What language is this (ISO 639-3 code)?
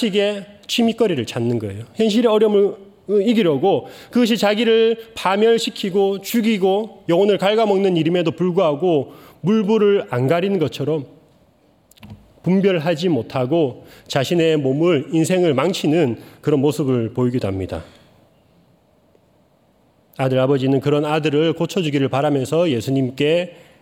kor